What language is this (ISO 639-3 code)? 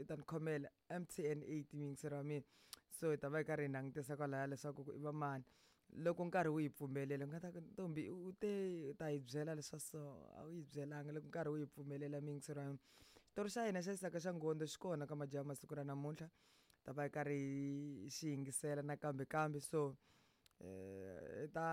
tso